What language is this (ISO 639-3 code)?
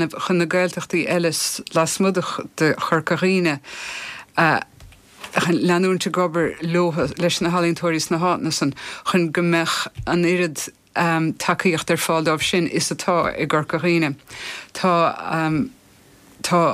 gle